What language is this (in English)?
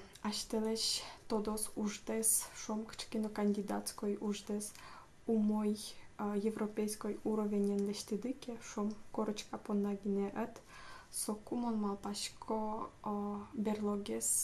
Udmurt